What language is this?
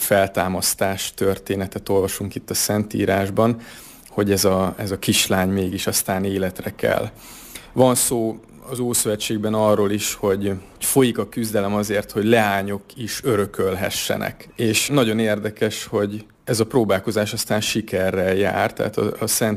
Hungarian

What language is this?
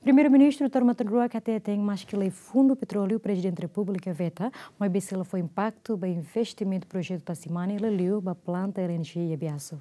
Tetum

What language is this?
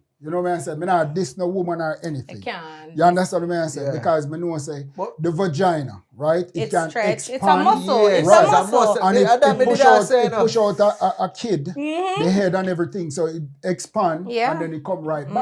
Jamaican Creole English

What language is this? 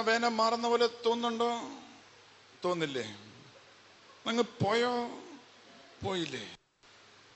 Malayalam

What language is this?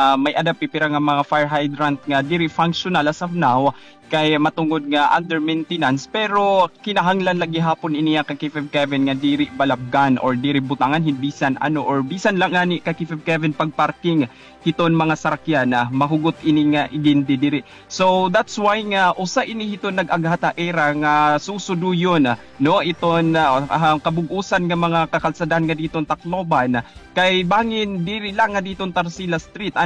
Waray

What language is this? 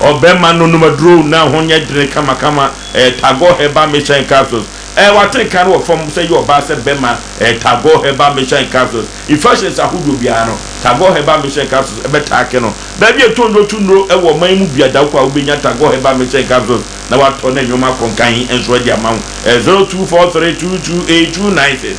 Akan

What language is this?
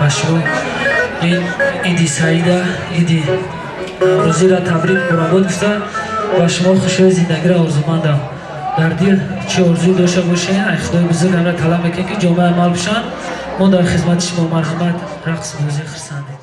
Tajik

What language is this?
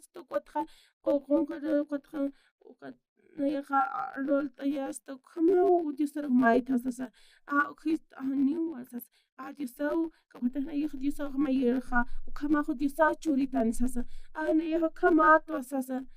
Aymara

